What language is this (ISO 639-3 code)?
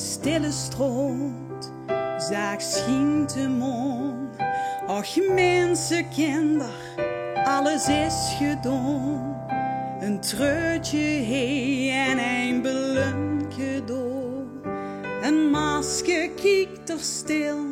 lim